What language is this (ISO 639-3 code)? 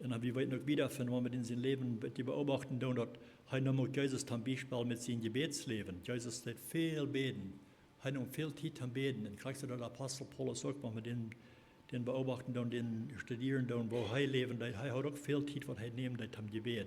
pdt